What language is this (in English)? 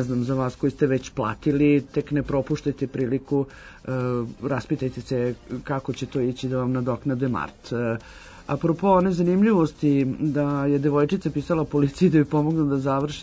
Serbian